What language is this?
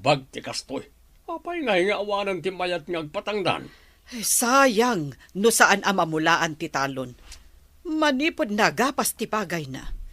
Iloko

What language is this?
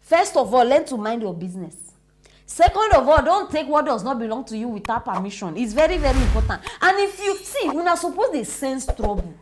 Nigerian Pidgin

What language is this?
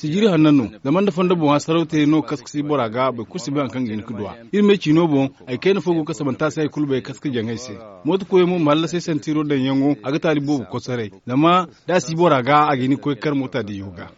Zarma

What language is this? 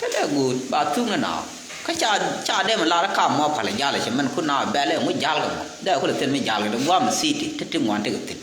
Nuer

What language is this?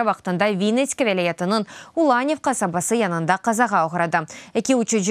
Crimean Tatar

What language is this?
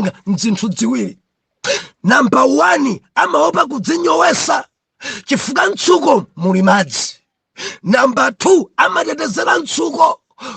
Nyanja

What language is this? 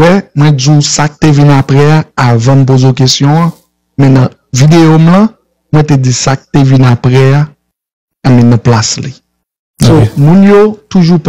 Haitian Creole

